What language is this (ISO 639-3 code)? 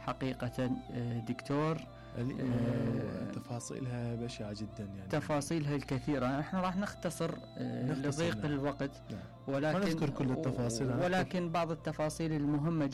acm